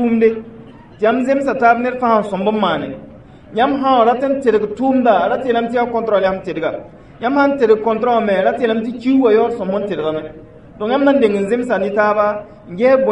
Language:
Mossi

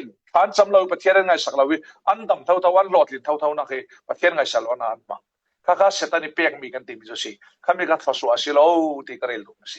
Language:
Falam Chin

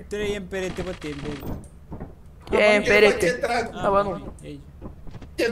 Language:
Romanian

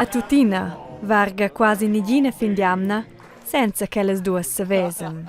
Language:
Romansh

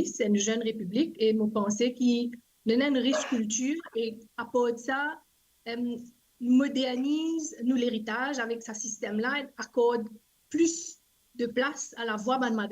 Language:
Morisyen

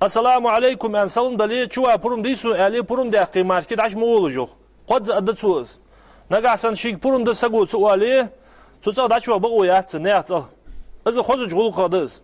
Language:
Ingush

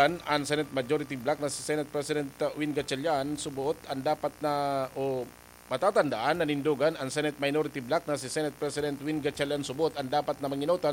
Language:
Bikol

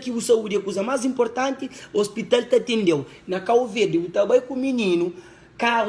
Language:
Kabuverdianu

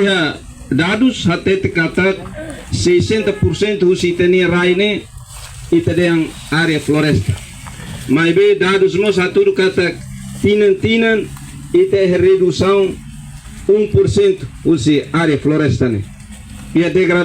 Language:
Tetum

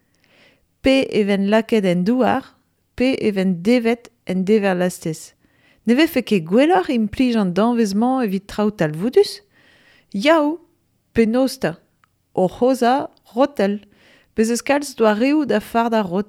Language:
Breton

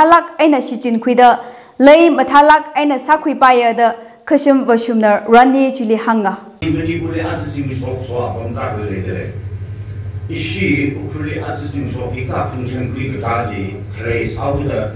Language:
Tangkhul Naga (India)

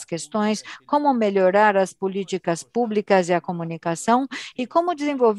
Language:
Portuguese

